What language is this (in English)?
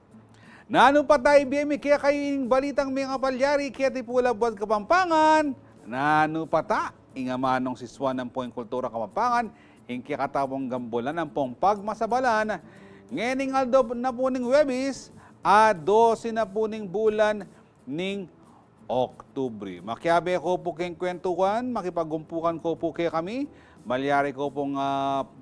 Pampanga